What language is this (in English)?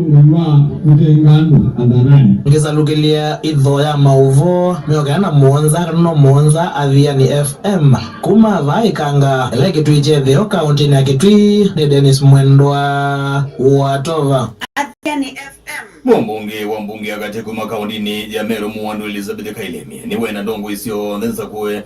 Kamba